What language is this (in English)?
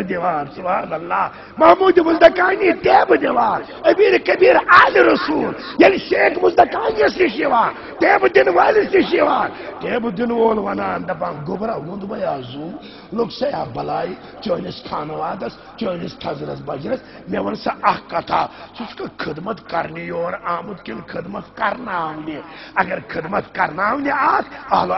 Kashmiri